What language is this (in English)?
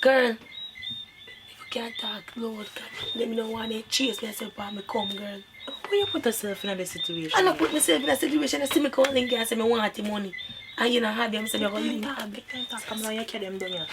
Jamaican Creole English